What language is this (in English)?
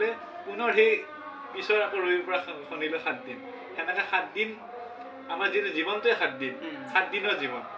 Assamese